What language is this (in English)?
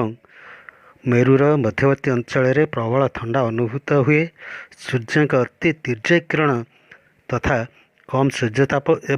Odia